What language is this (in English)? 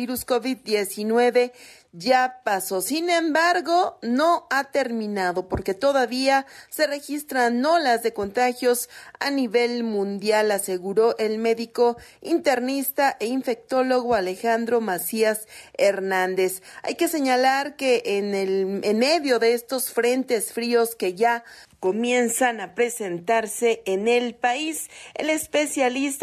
Spanish